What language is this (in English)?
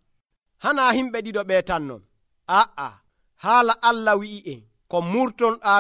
Nigerian Fulfulde